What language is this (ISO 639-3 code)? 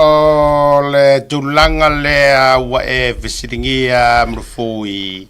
smo